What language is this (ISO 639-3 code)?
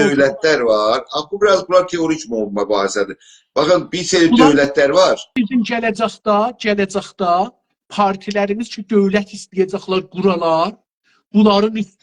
azb